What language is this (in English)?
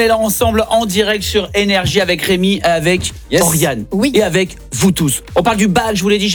French